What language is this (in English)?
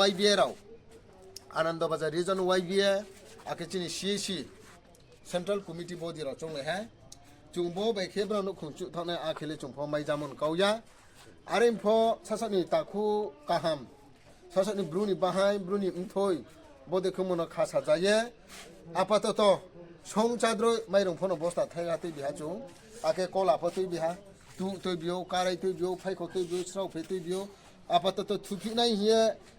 Riang (India)